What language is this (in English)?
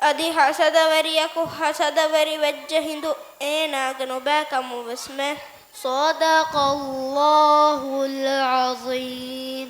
Divehi